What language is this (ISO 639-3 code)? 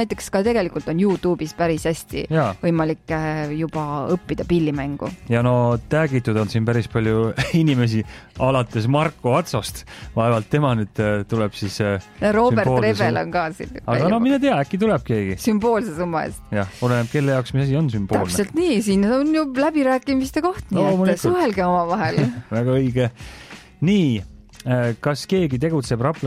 est